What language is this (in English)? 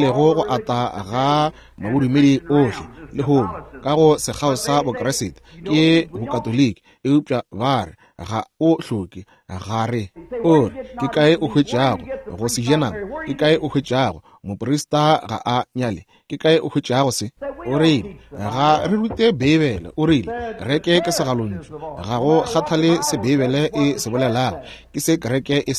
Northern Sotho